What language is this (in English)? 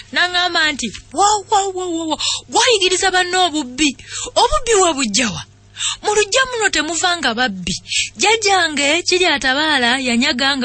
Ganda